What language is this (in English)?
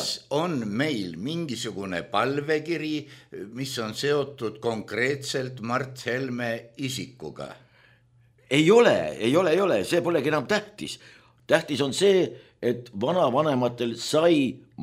Estonian